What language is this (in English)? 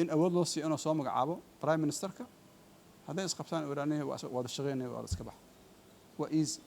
Somali